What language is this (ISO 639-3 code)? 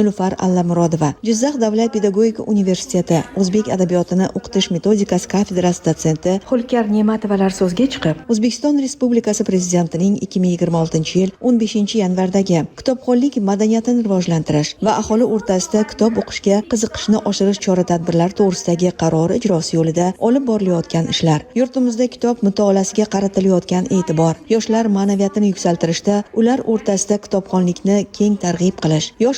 uzb